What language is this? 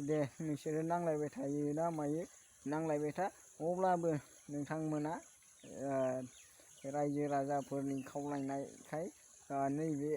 Bodo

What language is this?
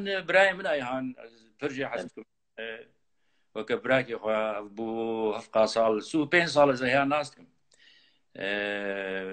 Kurdish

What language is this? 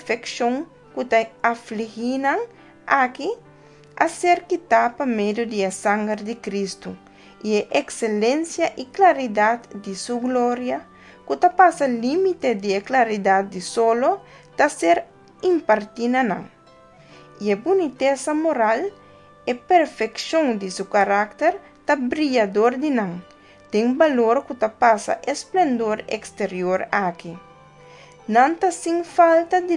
Papiamento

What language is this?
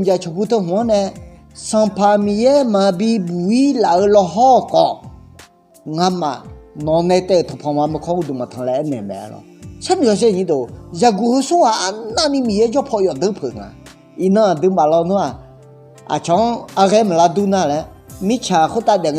Akha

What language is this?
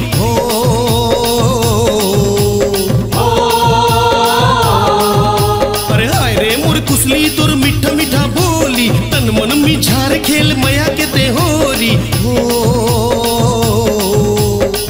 Chhattisgarhi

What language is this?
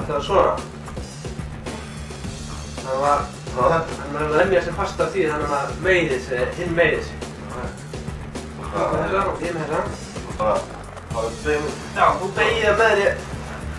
Icelandic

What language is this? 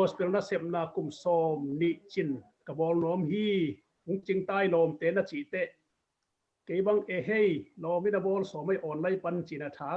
Tedim Chin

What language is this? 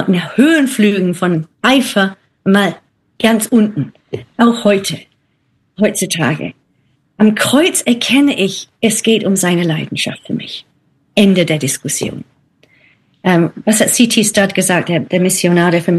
German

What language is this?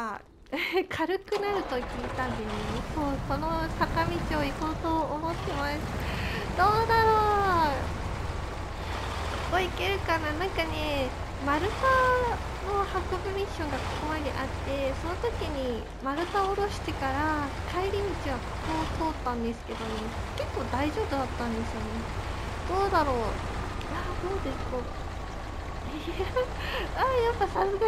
Japanese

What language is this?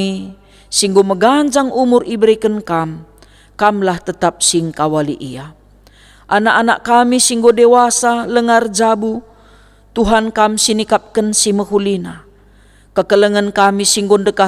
Batak Karo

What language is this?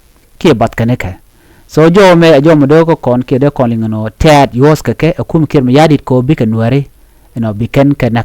Nuer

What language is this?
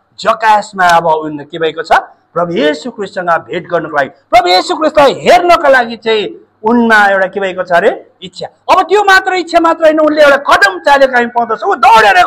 Nepali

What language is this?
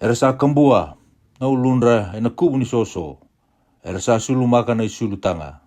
Fijian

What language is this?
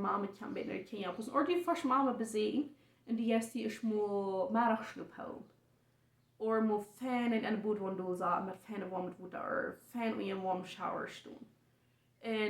Plautdietsch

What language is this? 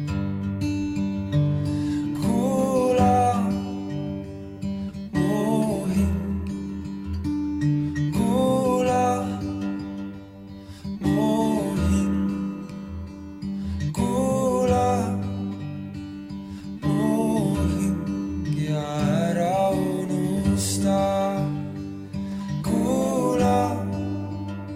Estonian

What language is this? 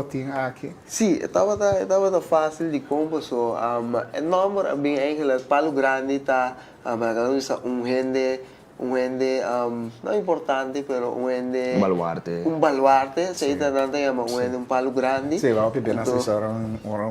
Papiamento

